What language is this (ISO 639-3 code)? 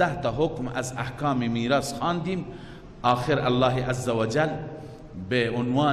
fas